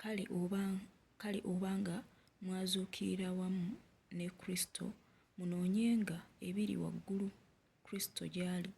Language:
Ganda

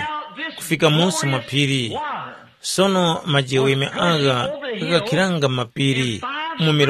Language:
Tumbuka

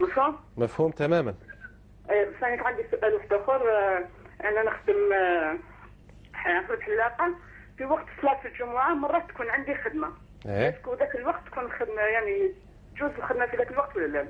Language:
Algerian Arabic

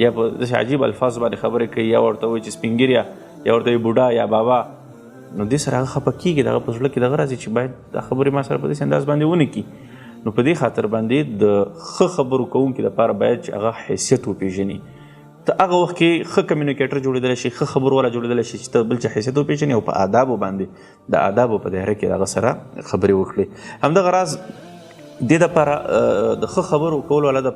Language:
Pashto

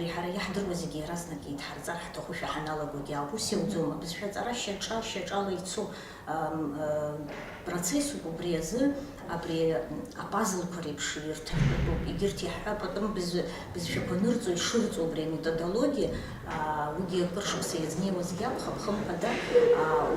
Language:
Abkhazian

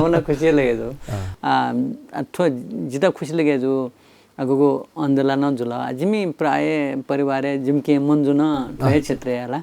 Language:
Newari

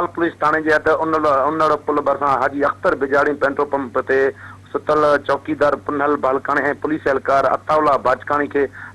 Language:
Sindhi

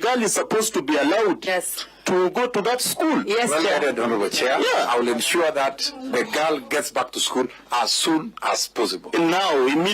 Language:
Luo (Kenya and Tanzania)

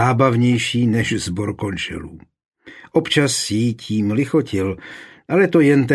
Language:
Czech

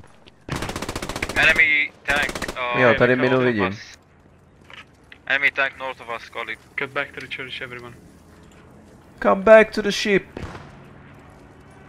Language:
Czech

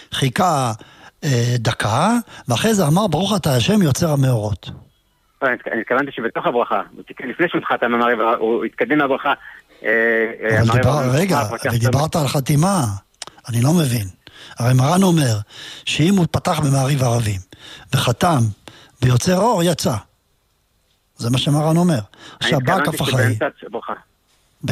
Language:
Hebrew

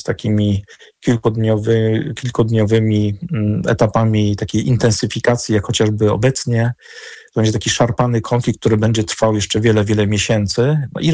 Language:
Polish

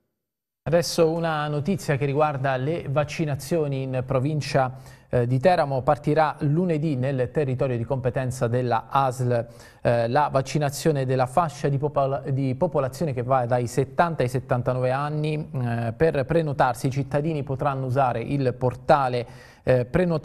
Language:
Italian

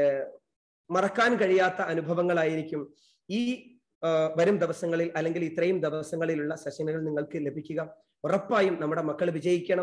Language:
Malayalam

